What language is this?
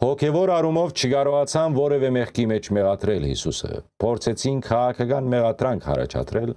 Western Armenian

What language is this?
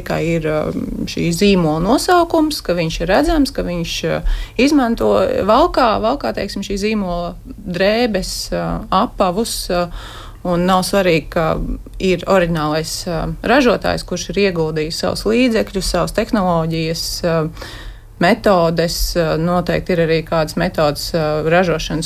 Latvian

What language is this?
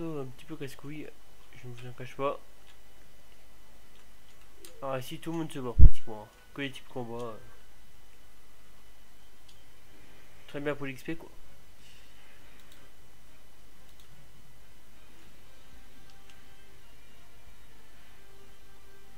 French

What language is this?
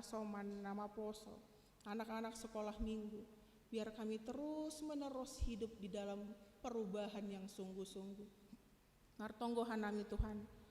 Batak Simalungun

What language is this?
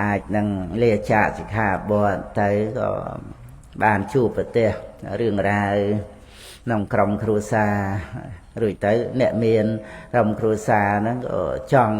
Khmer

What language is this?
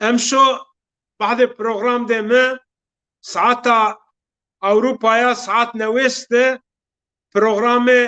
Zaza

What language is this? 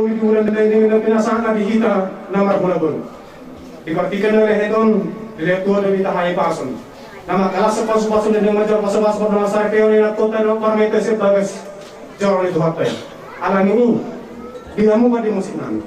Batak Toba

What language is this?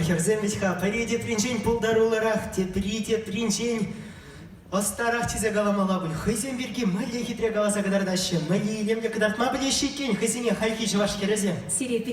Chuvash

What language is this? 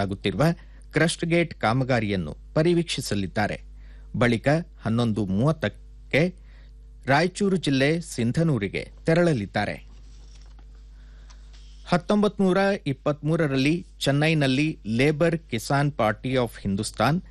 Kannada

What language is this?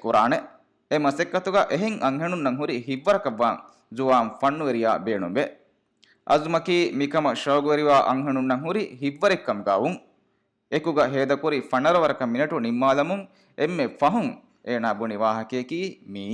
Divehi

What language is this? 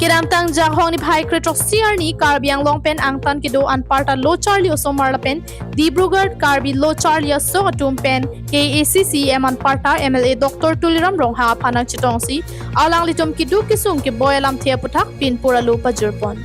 Karbi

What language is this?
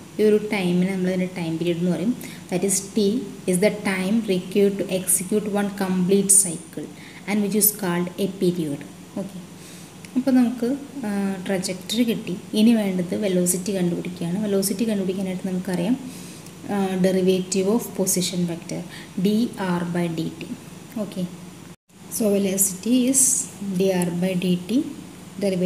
Malayalam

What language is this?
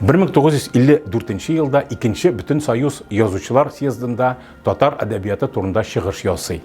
Tatar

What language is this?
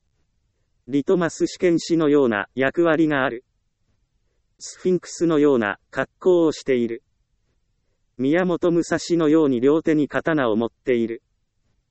Japanese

